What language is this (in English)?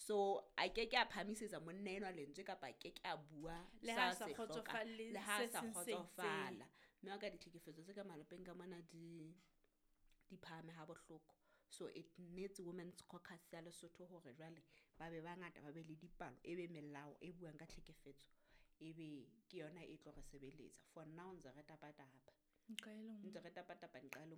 Southern Sotho